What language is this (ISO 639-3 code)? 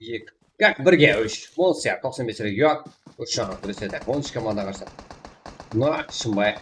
kaa